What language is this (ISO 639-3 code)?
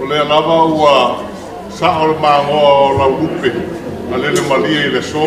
smo